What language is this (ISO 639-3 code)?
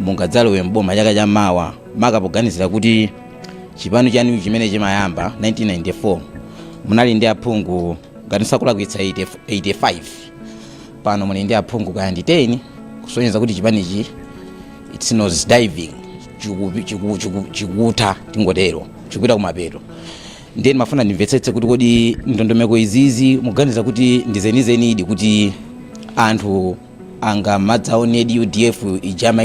nya